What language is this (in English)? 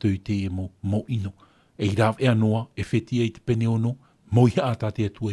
Tahitian